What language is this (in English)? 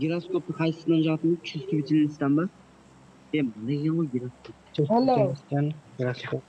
Kara-Kalpak